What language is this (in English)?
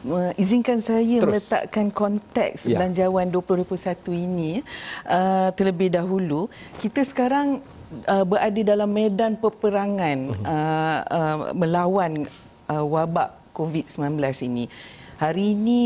Malay